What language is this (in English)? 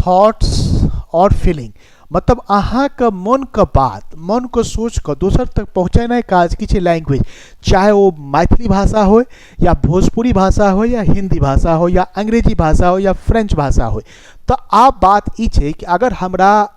Maithili